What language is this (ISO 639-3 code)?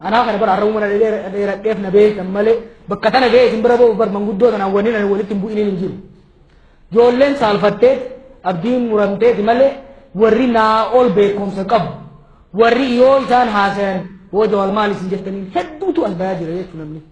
orm